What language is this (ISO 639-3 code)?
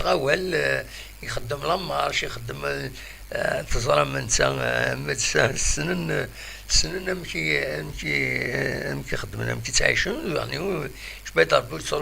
kab